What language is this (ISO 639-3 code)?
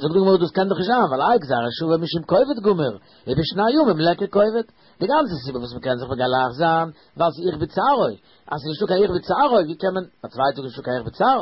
yid